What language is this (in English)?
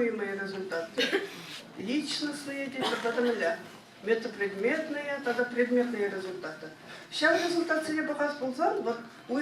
Chuvash